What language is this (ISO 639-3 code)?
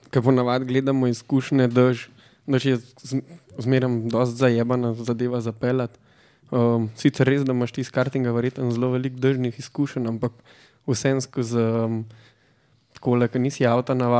slv